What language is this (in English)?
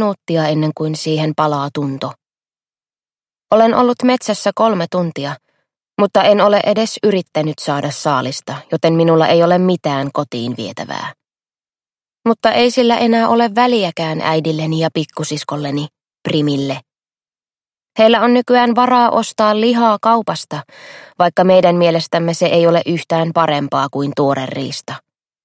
Finnish